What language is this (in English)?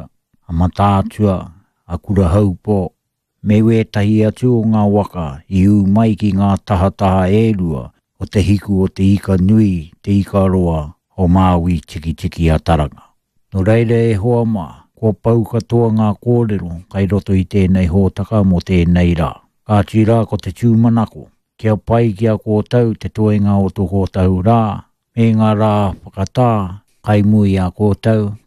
Māori